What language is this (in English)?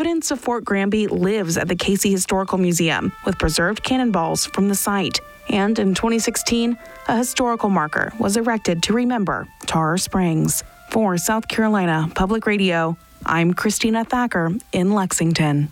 English